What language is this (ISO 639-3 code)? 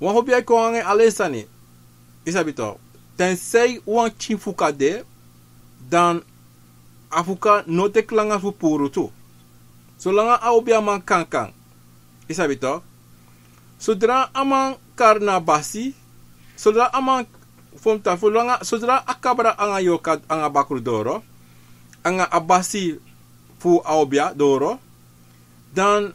srn